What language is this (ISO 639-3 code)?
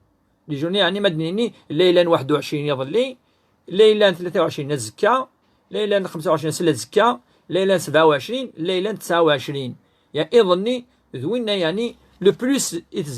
kab